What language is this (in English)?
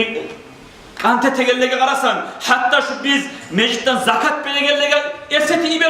Kumyk